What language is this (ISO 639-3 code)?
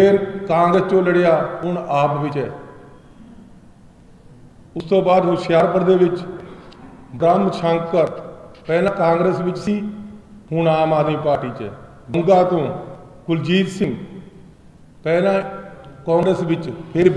pan